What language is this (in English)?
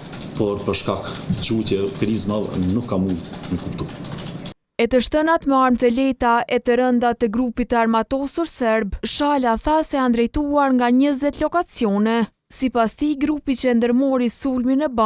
Albanian